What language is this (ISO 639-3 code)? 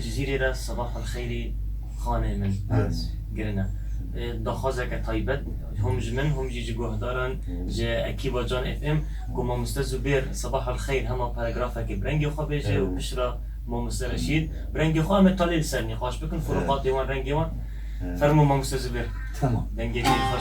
kur